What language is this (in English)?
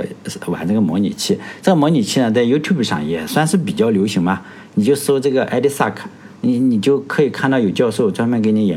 Chinese